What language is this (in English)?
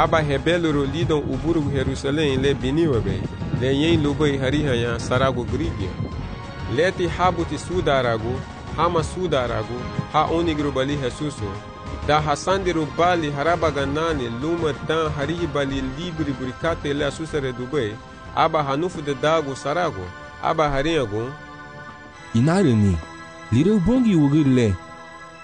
Garifuna